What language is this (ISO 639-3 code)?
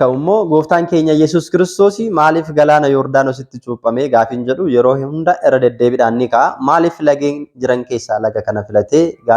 orm